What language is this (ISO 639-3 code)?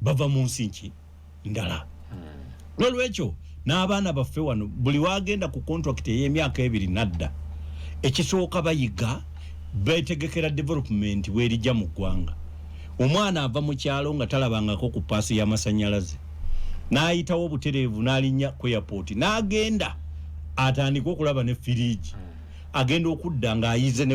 lug